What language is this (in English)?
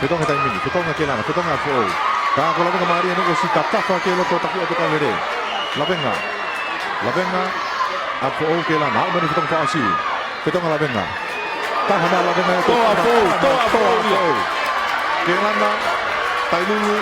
Tongan